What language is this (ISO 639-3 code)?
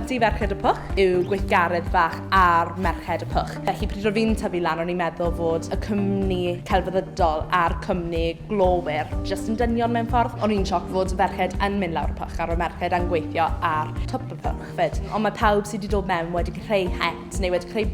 cym